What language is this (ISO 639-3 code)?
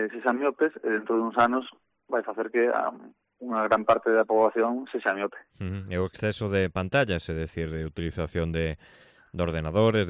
glg